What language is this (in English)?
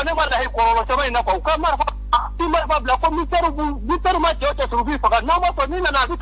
Bambara